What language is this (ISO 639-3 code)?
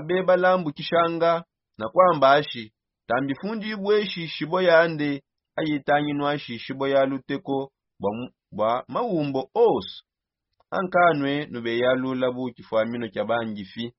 sop